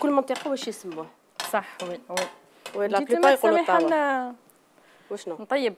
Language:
Algerian Arabic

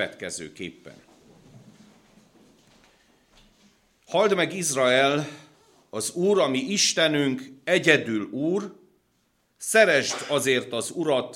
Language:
Hungarian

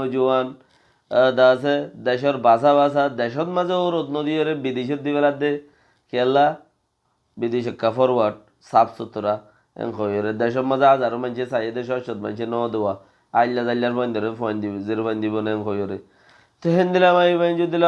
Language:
Rohingya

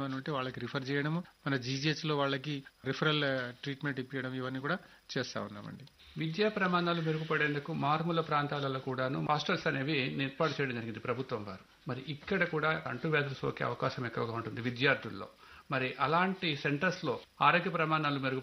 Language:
Telugu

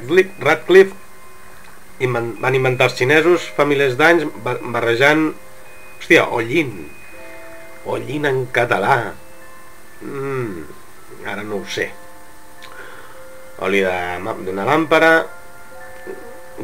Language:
Catalan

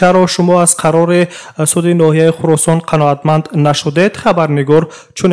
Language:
Tajik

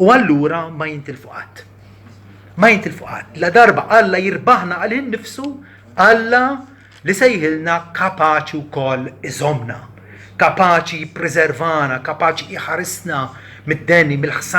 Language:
Maltese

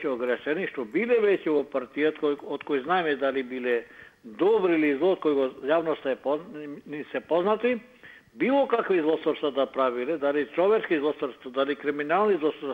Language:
Macedonian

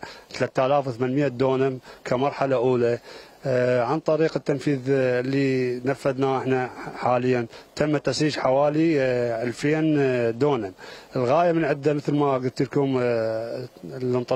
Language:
Mesopotamian Arabic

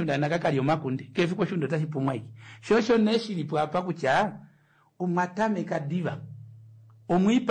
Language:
Kuanyama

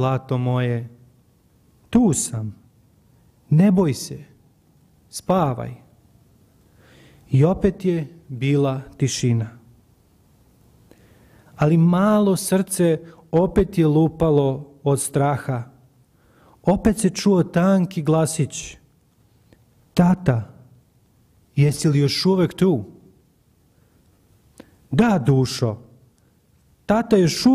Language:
Serbian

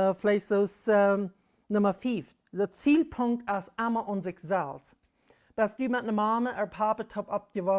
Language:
Plautdietsch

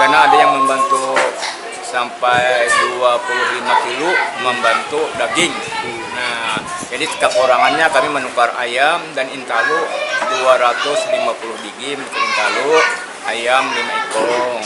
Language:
Banjar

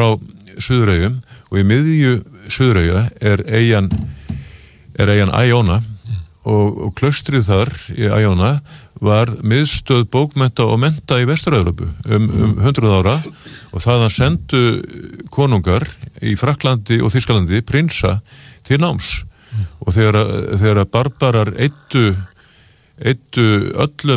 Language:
Icelandic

